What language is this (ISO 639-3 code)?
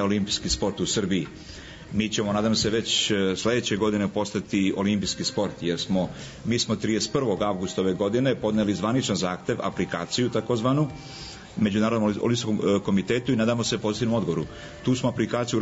srp